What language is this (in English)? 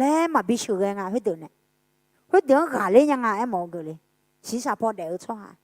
Akha